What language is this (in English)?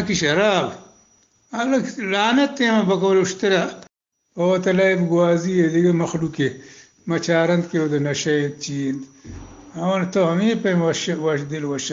Eastern Balochi